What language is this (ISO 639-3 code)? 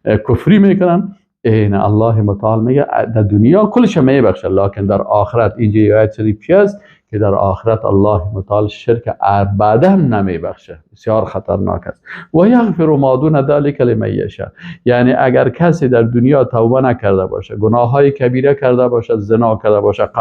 fas